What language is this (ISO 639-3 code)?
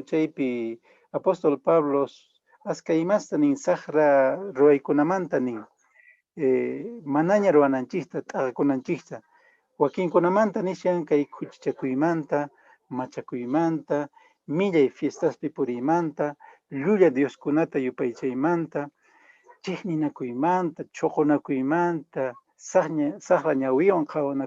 que